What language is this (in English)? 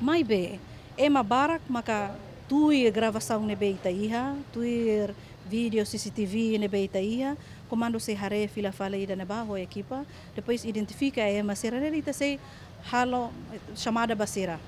Tetum